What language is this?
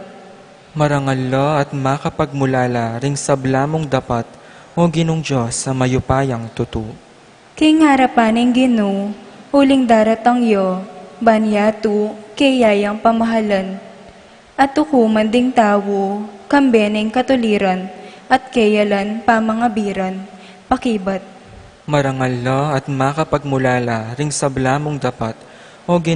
Pampanga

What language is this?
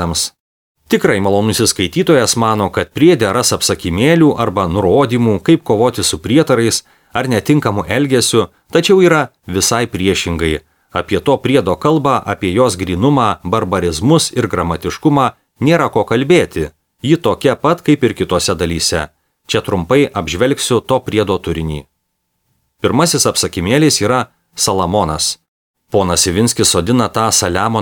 Lithuanian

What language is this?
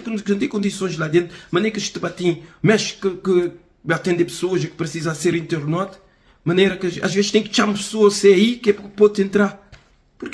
Kabuverdianu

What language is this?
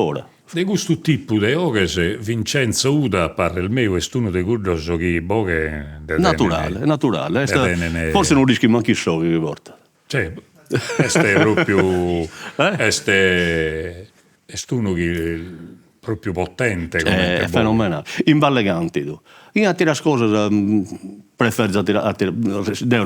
Sardinian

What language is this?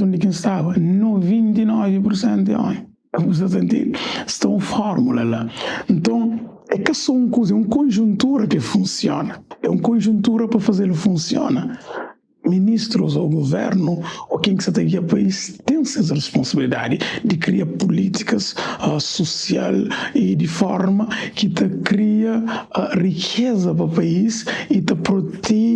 Kabuverdianu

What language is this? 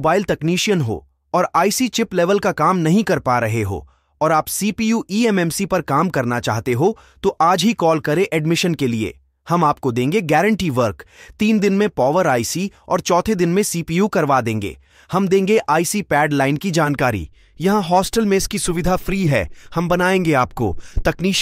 Hindi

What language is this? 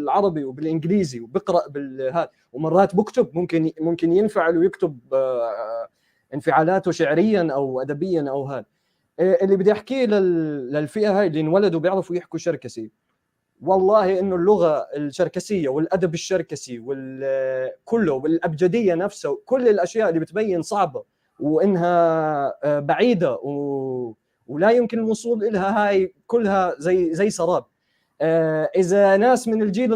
North Levantine Arabic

